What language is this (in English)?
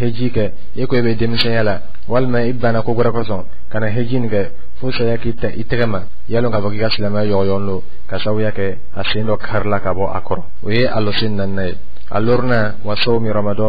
Dyula